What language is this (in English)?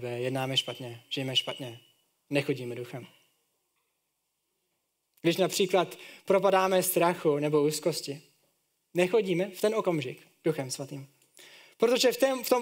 Czech